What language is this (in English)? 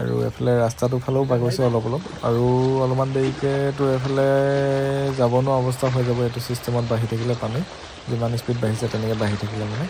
Assamese